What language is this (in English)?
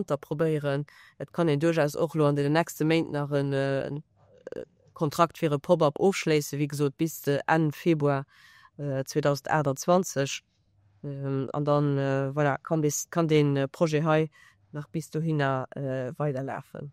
Luxembourgish